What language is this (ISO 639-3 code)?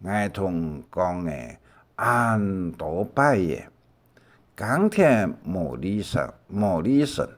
hak